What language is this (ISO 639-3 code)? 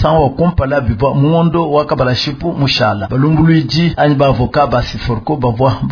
lua